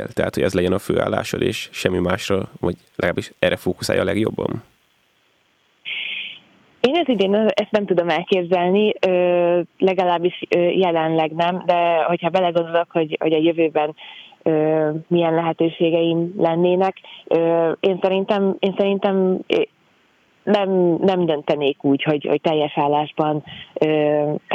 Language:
Hungarian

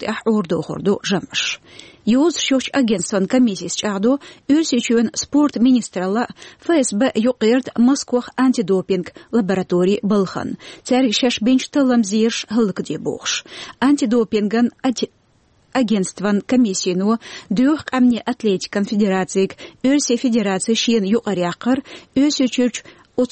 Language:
Chechen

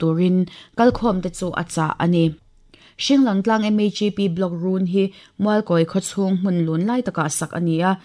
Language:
Mizo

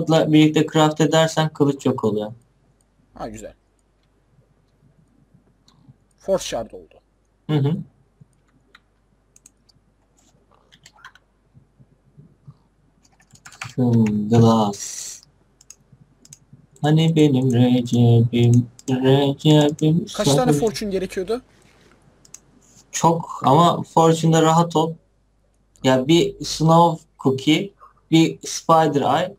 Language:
Turkish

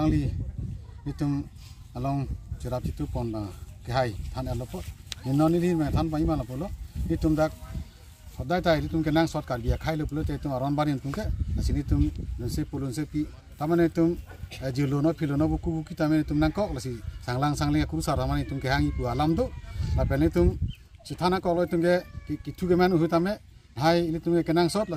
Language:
Karbi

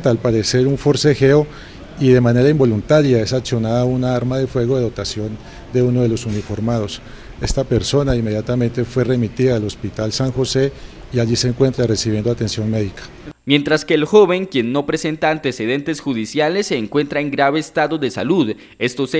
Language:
Spanish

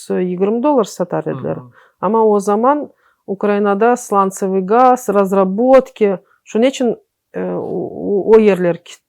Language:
Crimean Tatar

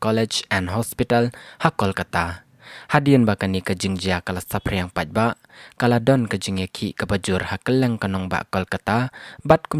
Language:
Khasi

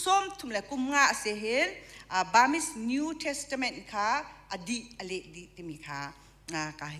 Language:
Hakha Chin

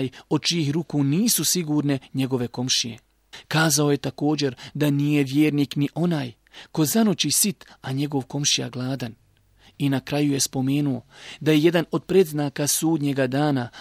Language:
Bosnian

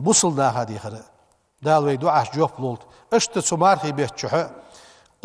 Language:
Ingush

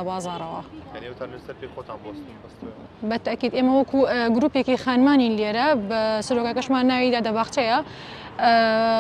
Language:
Central Kurdish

